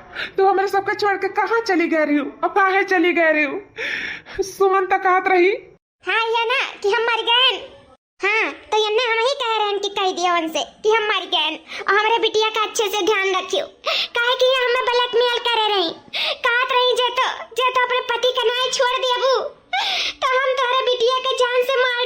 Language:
Awadhi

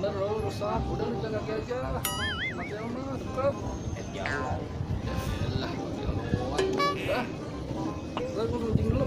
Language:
Betawi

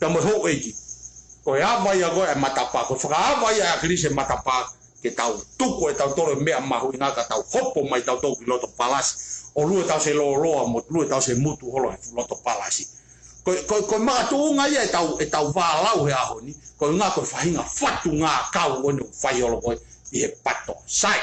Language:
Tongan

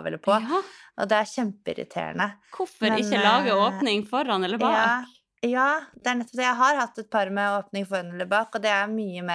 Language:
Norwegian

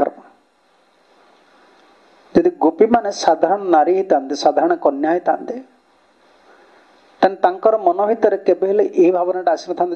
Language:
Odia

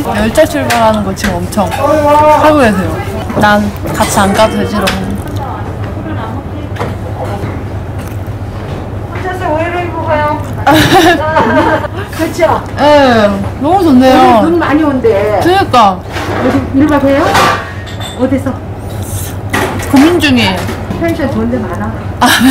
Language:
Korean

